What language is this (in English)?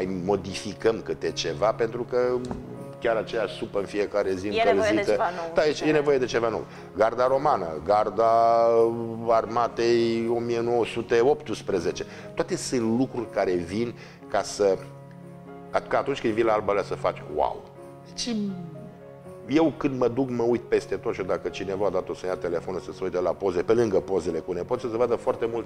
Romanian